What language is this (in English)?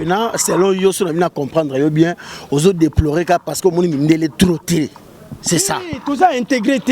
Lingala